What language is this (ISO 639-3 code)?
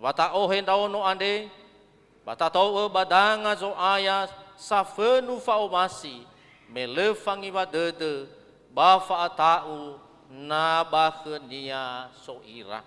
nia